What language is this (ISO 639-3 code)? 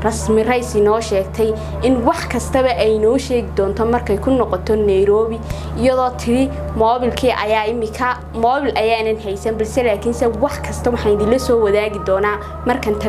som